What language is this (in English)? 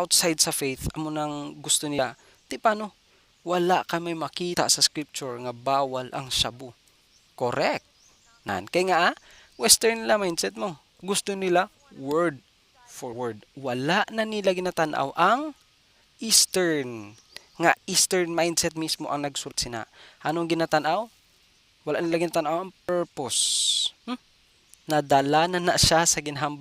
Hiligaynon